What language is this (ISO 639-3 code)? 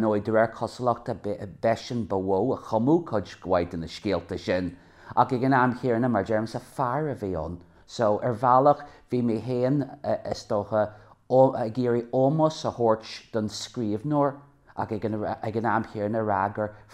gle